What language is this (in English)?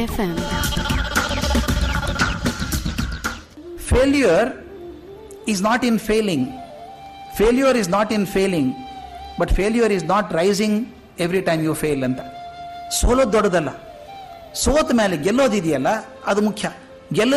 Kannada